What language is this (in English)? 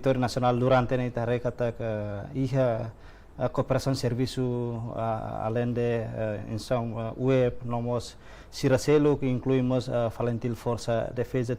Tetum